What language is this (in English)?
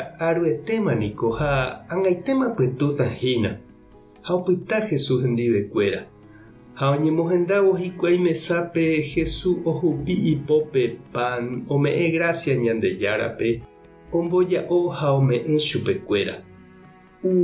Guarani